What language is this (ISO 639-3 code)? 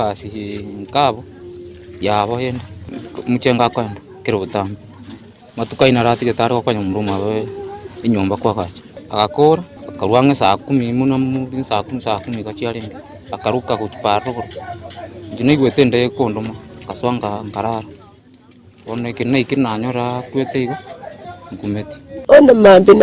guz